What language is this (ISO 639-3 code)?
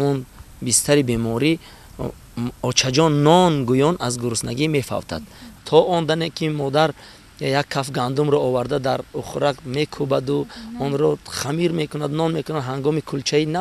tgk